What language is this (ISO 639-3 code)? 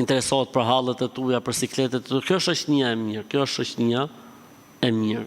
sqi